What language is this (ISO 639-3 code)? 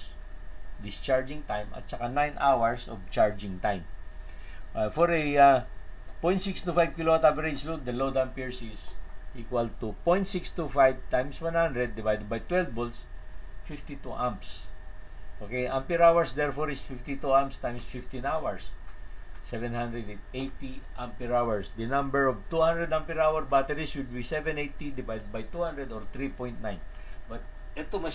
fil